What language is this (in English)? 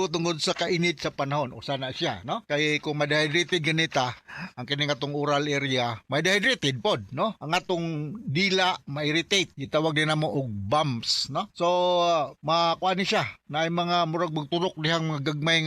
Cebuano